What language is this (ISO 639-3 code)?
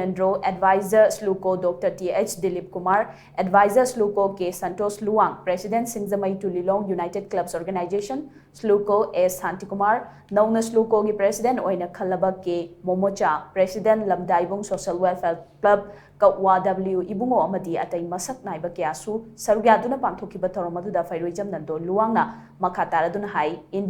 mni